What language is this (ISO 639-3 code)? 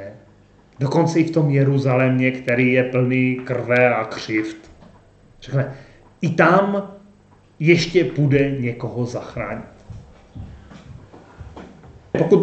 ces